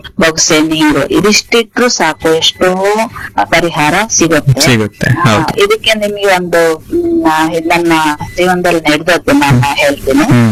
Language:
Kannada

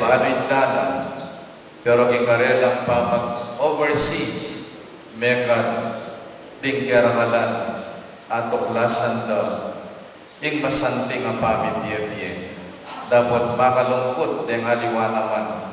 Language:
Pampanga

